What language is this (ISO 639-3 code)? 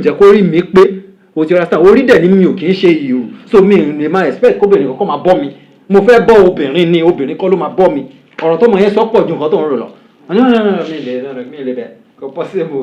yor